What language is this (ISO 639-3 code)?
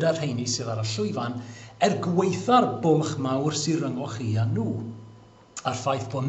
cym